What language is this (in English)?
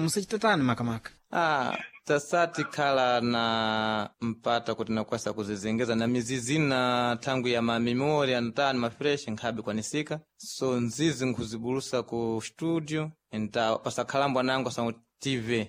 Sena